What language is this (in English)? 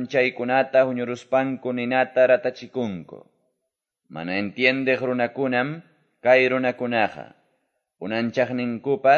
Quechua